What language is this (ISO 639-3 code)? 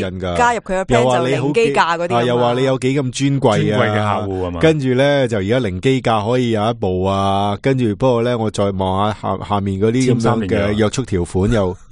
yue